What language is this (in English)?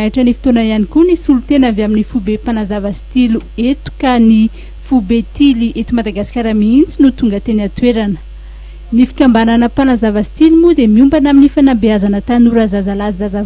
Malagasy